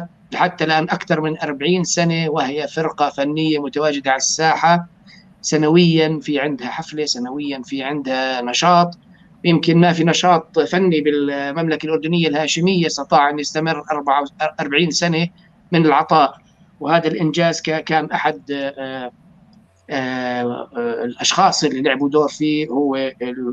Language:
North Levantine Arabic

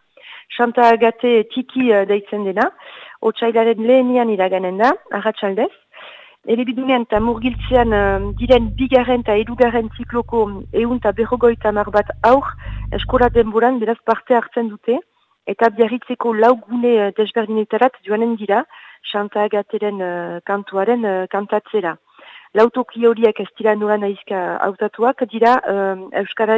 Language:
Basque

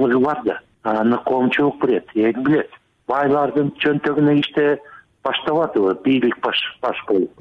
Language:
Kyrgyz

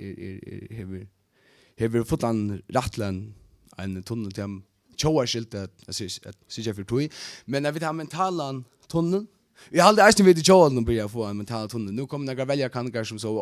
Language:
Faroese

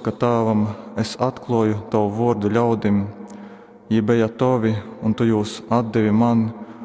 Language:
Latgalian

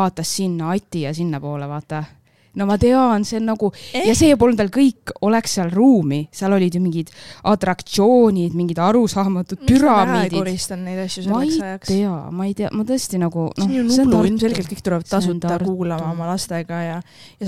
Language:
Estonian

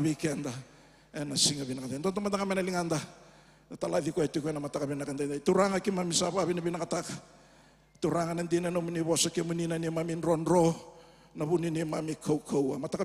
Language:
Fijian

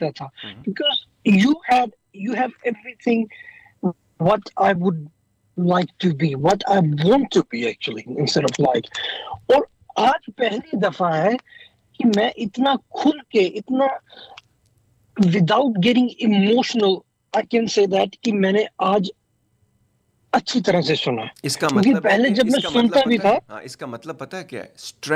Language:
Urdu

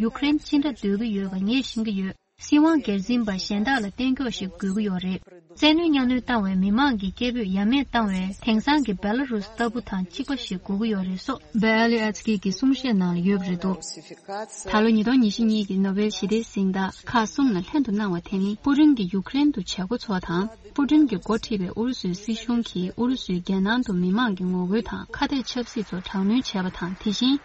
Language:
Tibetan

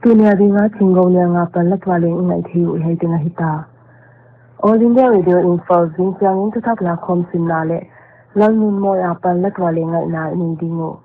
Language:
Paite Chin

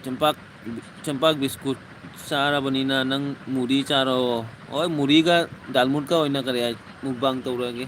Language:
Manipuri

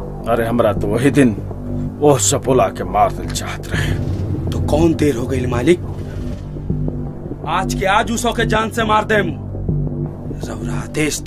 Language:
Bhojpuri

